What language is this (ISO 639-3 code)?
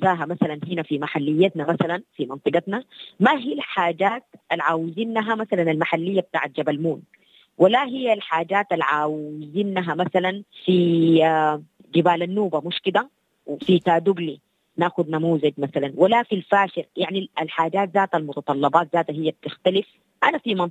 apd